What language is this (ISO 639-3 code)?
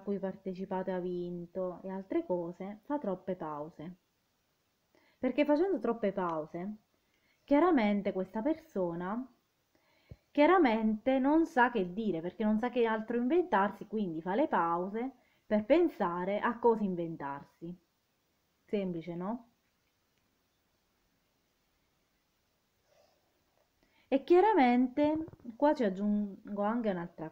ita